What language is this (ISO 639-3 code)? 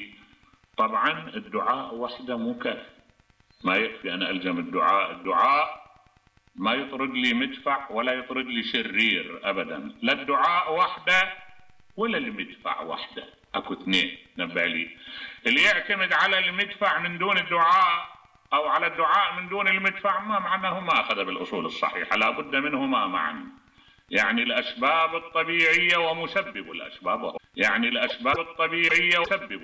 acm